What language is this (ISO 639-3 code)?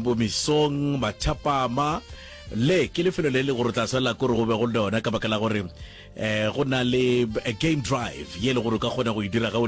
nso